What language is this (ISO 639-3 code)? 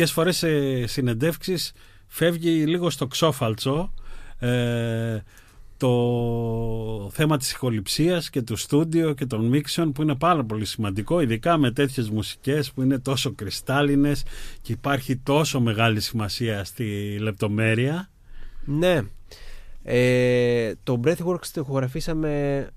ell